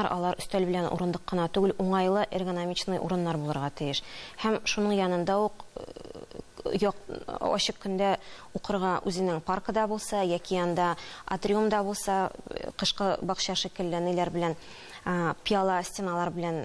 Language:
Tatar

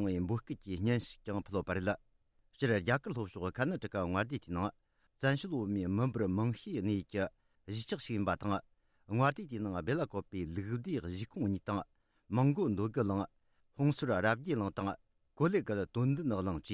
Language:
Tibetan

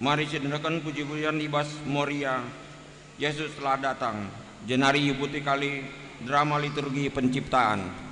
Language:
Batak Karo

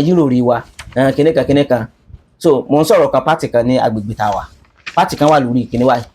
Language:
Yoruba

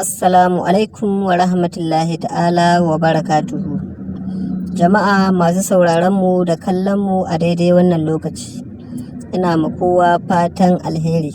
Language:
Hausa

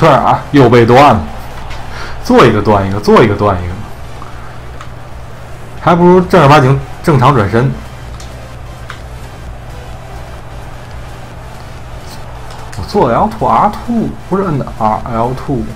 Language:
Chinese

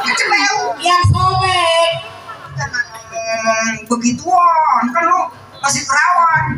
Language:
Betawi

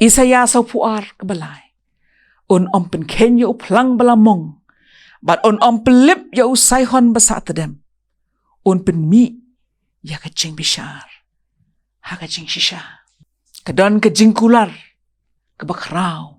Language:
Khasi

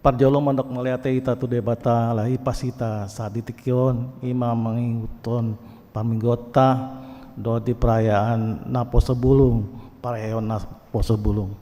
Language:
Batak Toba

